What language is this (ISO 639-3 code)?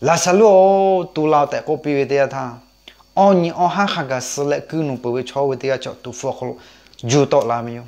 lhu